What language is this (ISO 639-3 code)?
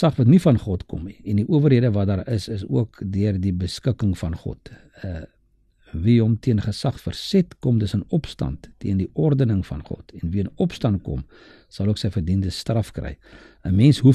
afr